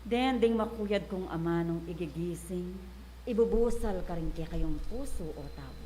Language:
Pampanga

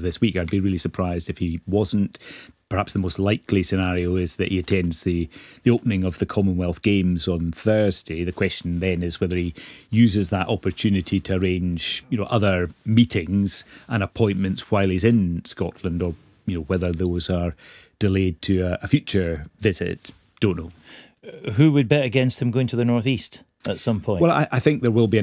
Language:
English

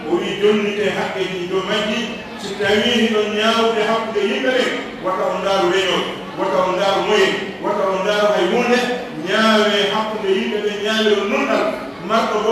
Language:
Pular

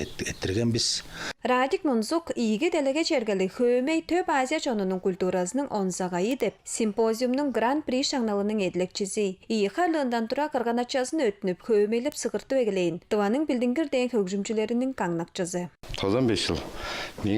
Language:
Tuvinian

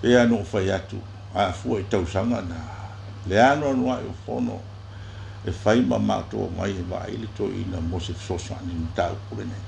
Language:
Samoan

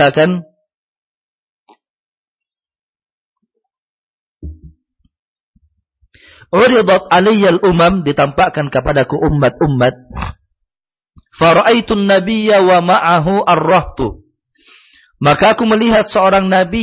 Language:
Indonesian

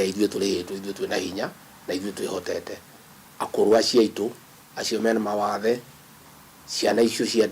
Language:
Kikuyu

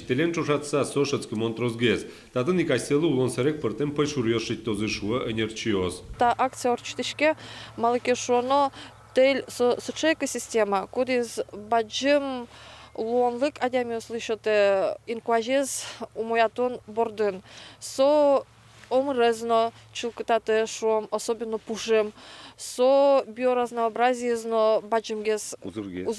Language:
Udmurt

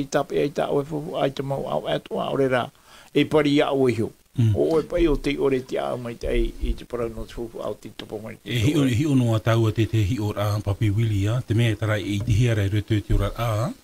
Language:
Tahitian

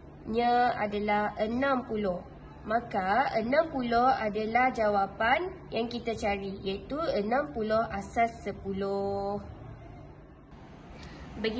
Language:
Malay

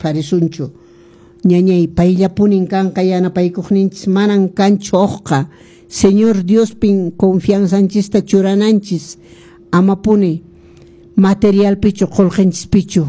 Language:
Quechua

